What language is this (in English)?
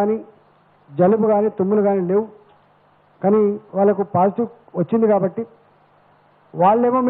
Telugu